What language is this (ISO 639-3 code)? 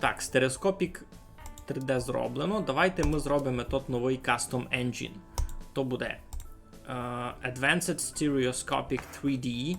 rue